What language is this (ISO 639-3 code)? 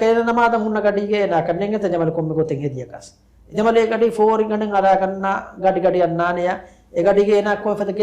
div